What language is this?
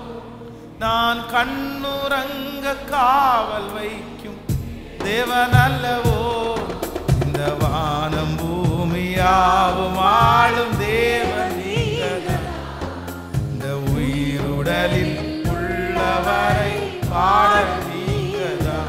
Tamil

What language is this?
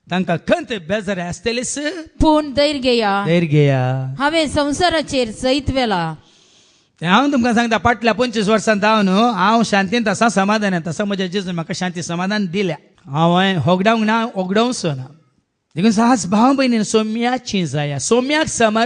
Konkani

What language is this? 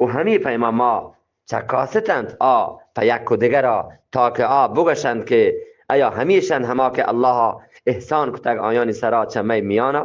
Eastern Balochi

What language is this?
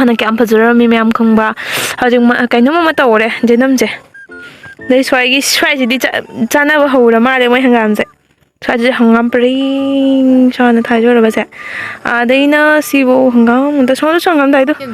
Manipuri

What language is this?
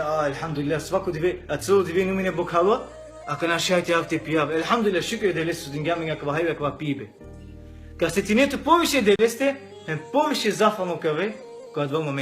Balkan Romani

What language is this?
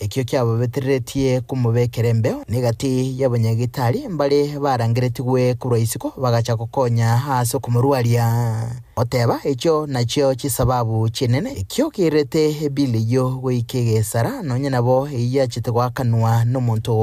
Gusii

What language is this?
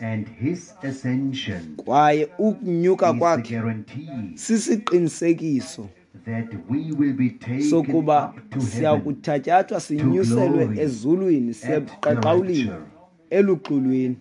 Xhosa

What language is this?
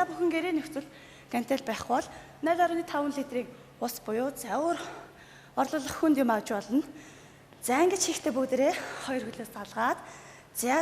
Mongolian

